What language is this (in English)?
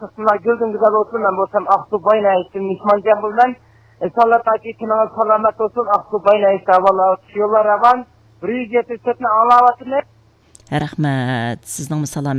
Uyghur